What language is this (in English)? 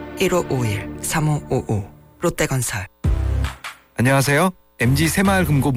Korean